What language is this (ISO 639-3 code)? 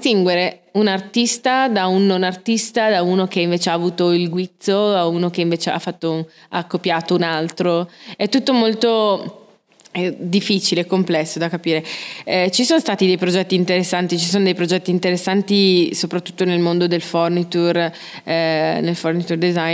ita